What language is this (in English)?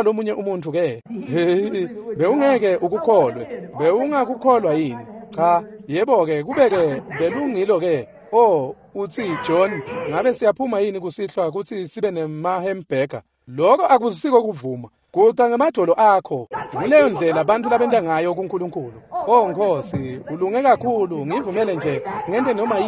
Swati